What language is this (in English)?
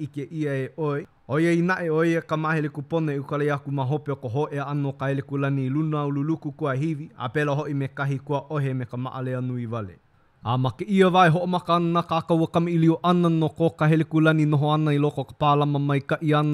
Hawaiian